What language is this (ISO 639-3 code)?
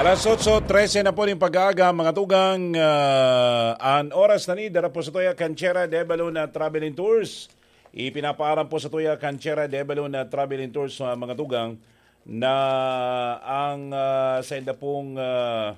bik